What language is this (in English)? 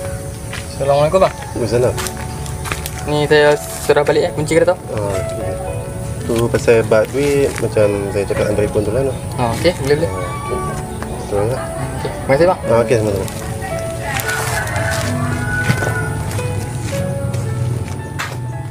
Malay